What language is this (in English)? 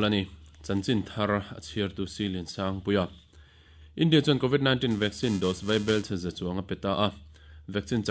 Mizo